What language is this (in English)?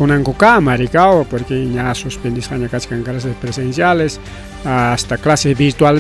Ayacucho Quechua